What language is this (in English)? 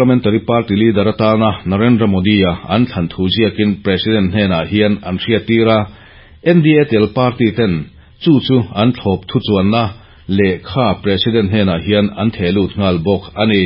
Mizo